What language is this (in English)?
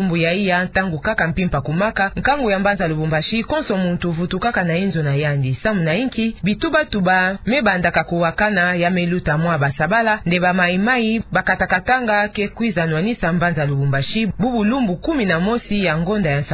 Kituba (Democratic Republic of Congo)